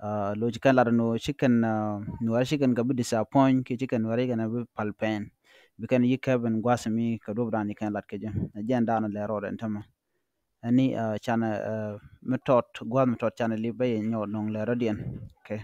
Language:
Nuer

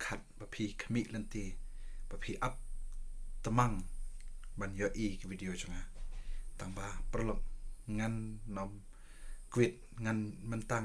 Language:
Khasi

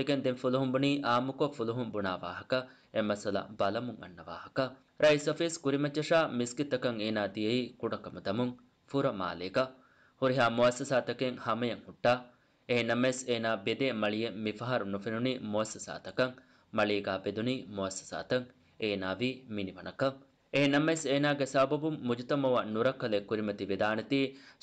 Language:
Divehi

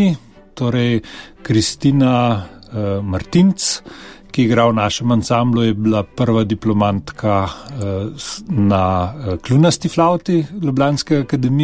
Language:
Slovenian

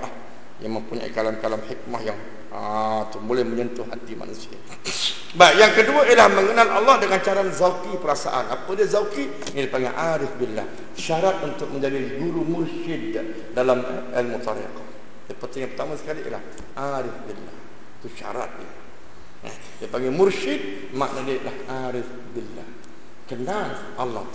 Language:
Malay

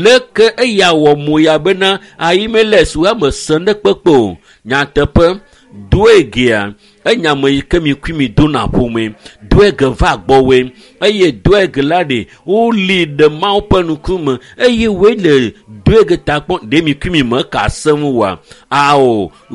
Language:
Ewe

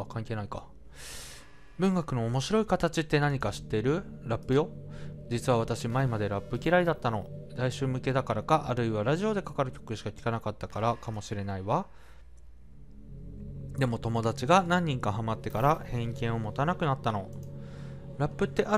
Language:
Japanese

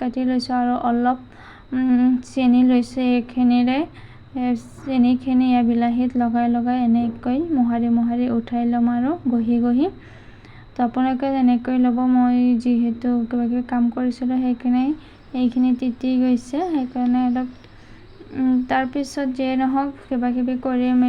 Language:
Assamese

